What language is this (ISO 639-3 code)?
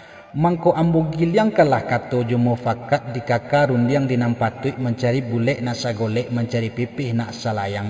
min